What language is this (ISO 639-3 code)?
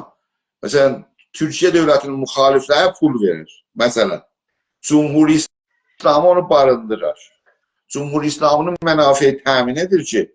azb